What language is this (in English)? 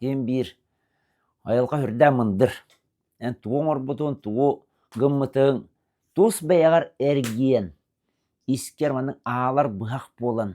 Yakut